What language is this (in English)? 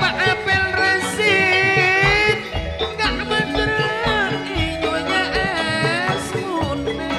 Madurese